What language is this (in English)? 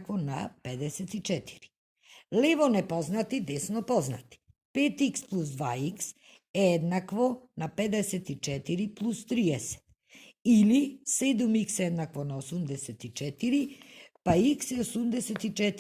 Macedonian